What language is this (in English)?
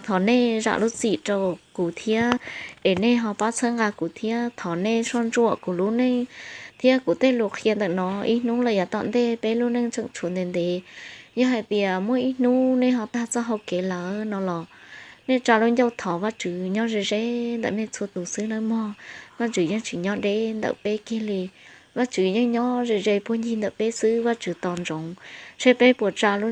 Hmong